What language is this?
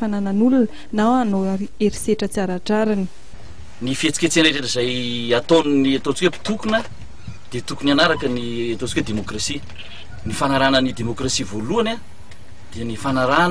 Malagasy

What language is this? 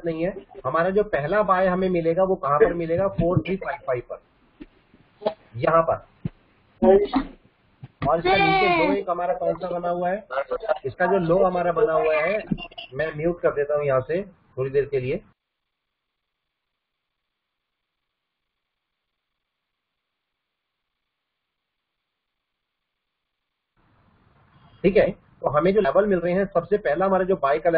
Hindi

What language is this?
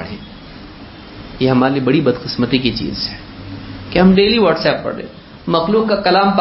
Urdu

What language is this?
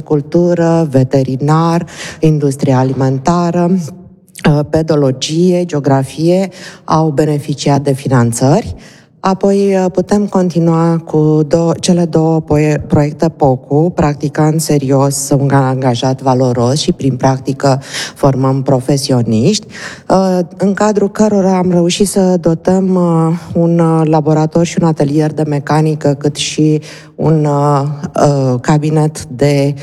Romanian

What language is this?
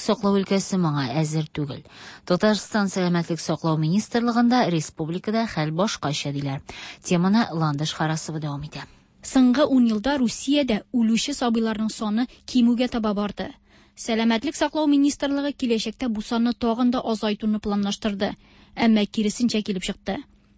Tatar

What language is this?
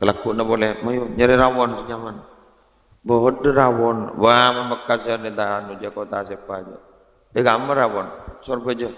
Madurese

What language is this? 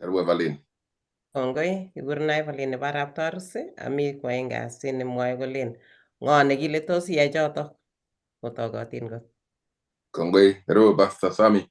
Kalenjin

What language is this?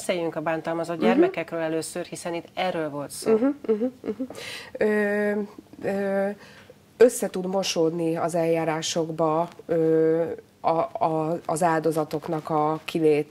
Hungarian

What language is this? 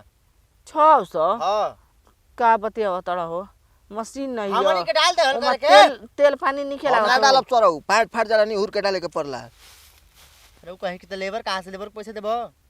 Bhojpuri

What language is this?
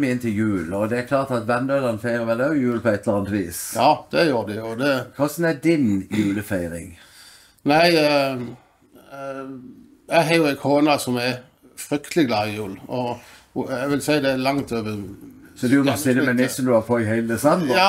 Norwegian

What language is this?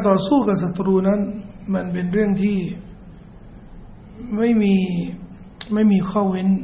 Thai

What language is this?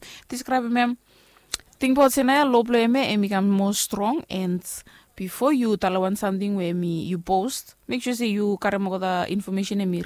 Bislama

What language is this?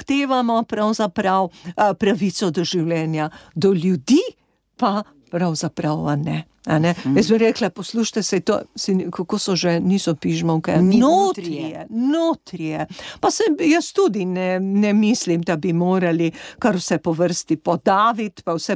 Slovenian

